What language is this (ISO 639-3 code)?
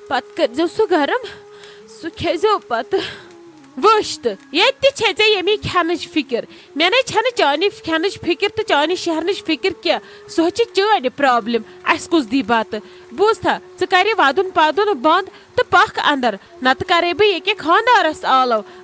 kas